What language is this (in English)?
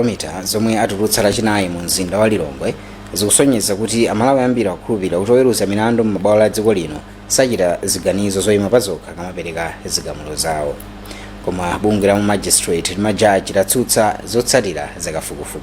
Nyanja